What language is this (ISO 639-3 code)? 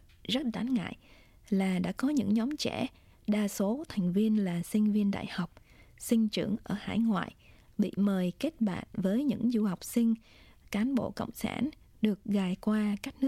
vie